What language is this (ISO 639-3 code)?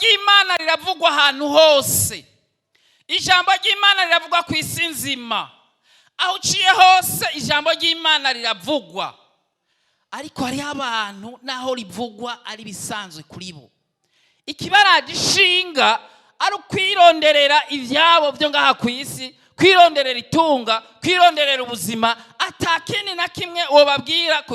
run